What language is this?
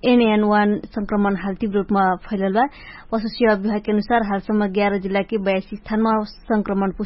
Dangaura Tharu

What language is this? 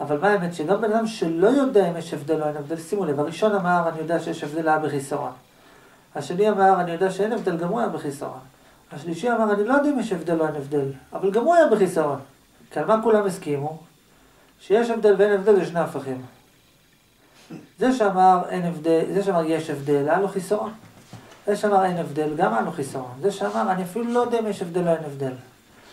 Hebrew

